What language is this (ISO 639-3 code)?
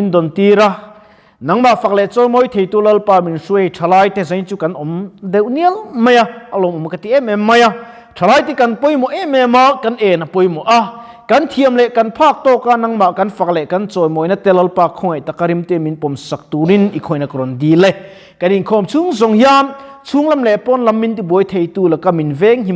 lus